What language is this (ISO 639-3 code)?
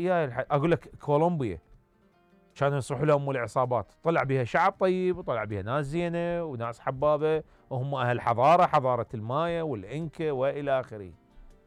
acm